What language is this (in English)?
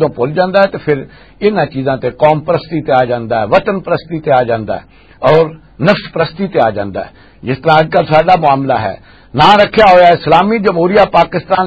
Western Panjabi